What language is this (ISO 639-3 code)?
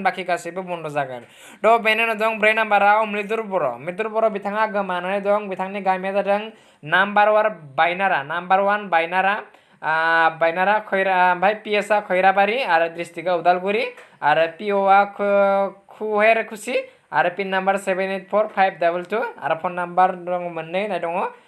brx